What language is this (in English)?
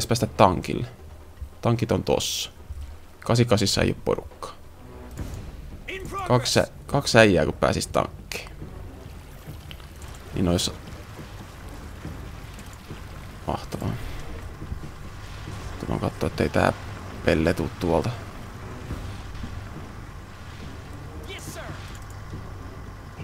Finnish